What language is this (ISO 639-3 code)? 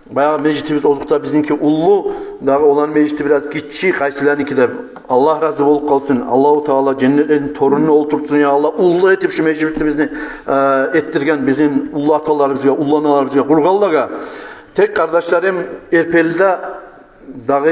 kum